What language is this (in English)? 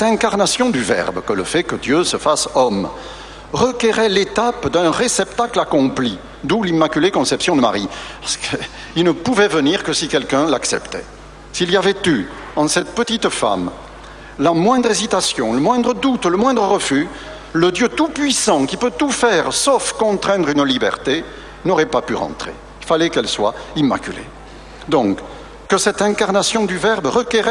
French